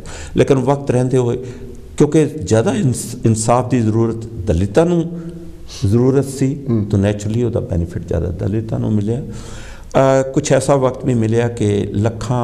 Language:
Punjabi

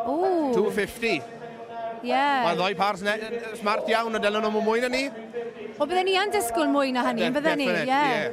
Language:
Welsh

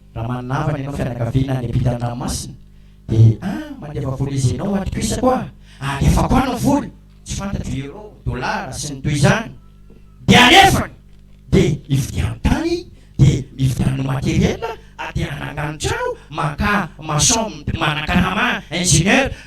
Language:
Malagasy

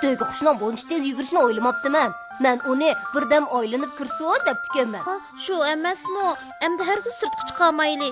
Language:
Uyghur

